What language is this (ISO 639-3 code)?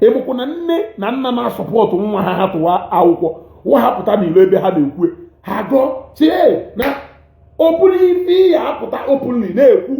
ibo